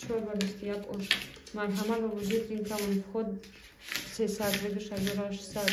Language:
Tajik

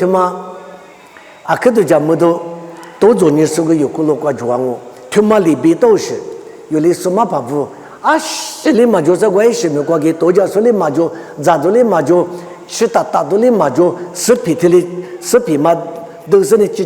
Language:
Lisu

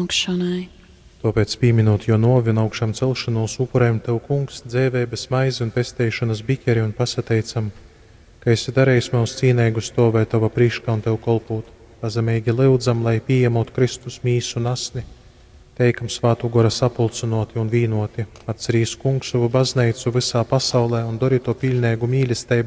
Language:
Latgalian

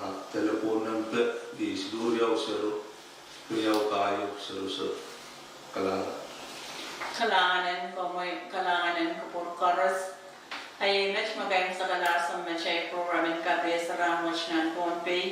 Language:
Pohnpeian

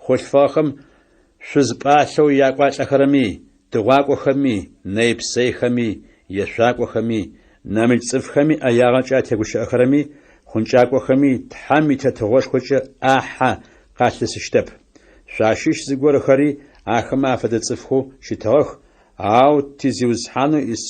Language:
Adyghe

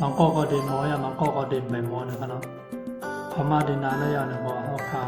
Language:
Shan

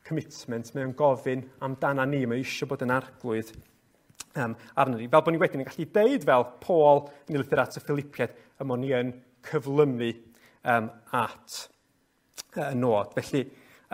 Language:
Welsh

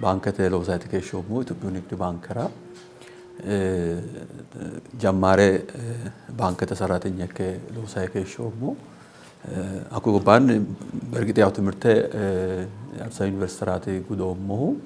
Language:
Sidamo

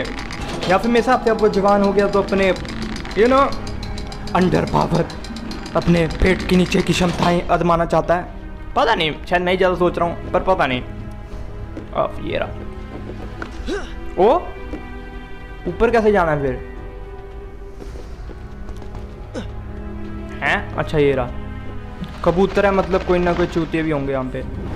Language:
Hindi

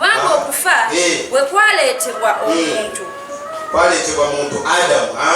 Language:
Ganda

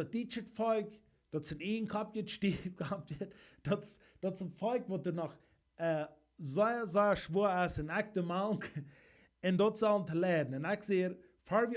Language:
Plautdietsch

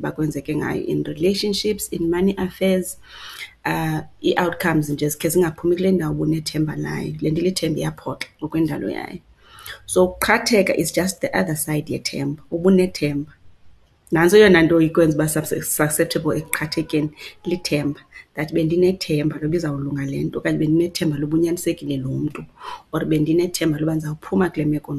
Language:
Xhosa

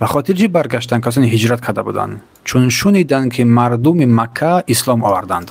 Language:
Tajik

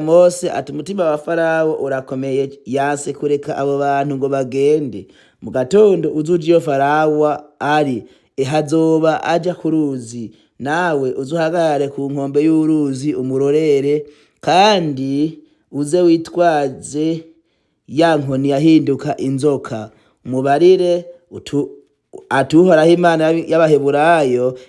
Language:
Rundi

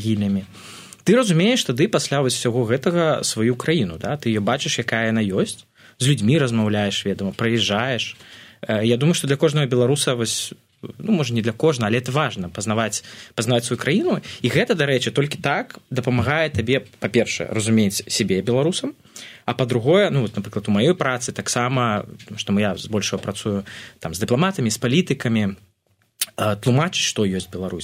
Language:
Belarusian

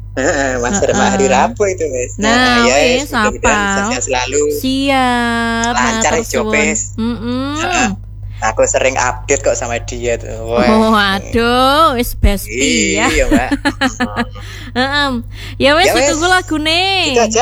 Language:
Indonesian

